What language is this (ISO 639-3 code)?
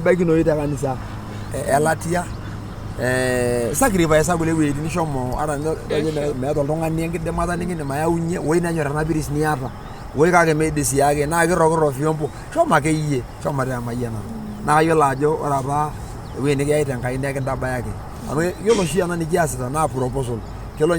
mas